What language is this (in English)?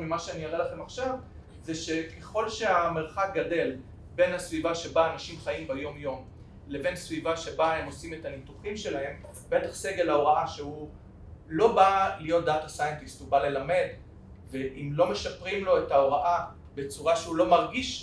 Hebrew